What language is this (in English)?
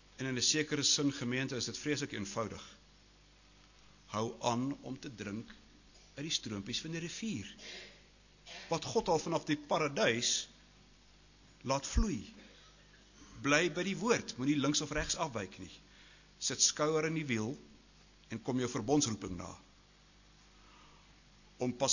Afrikaans